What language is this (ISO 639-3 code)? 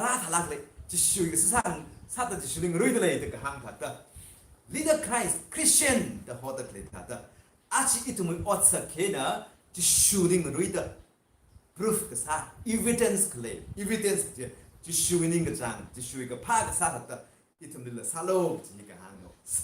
nmf